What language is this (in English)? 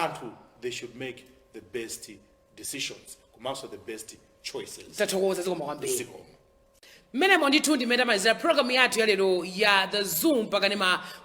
Nyanja